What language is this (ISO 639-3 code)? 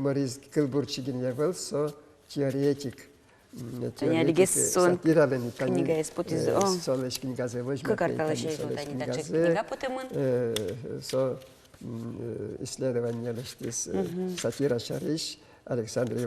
udm